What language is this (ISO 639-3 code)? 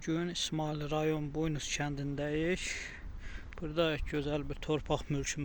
aze